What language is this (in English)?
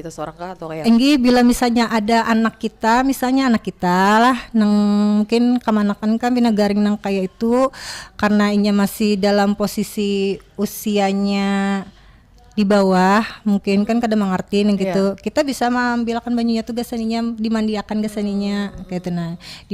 Banjar